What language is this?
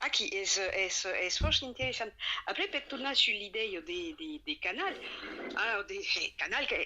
Occitan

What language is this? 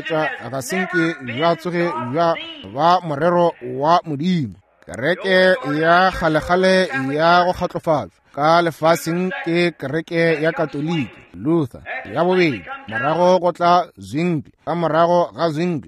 Northern Sotho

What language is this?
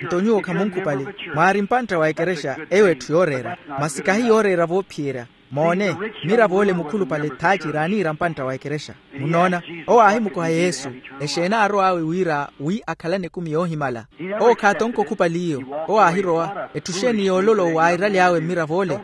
Makhuwa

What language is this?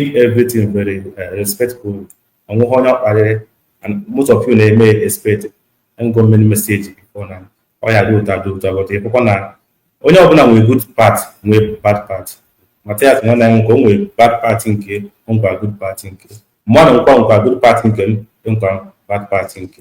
Igbo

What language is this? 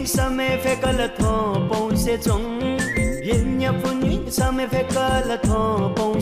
Newari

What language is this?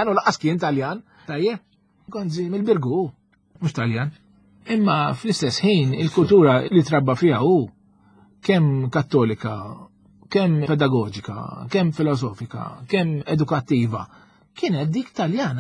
Maltese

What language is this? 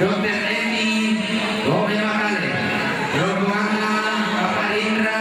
Toraja-Sa'dan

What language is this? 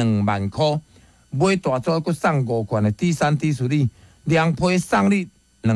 Min Nan Chinese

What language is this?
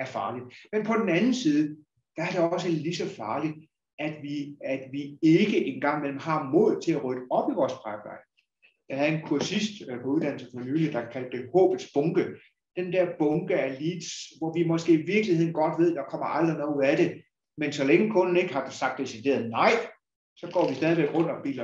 Danish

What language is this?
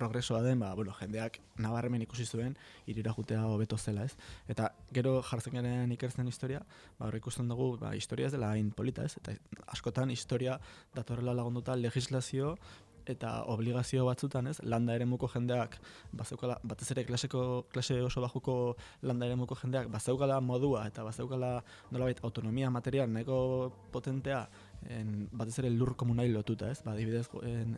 Basque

